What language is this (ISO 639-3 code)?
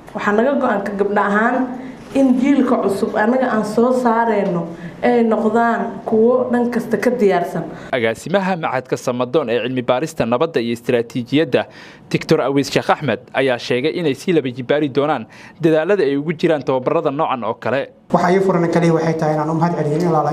som